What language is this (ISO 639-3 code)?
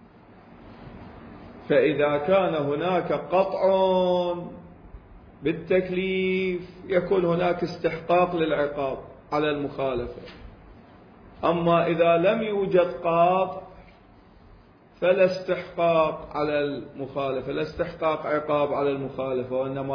ara